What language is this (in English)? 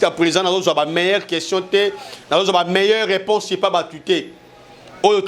Lingala